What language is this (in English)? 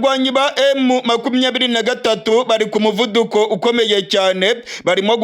Rundi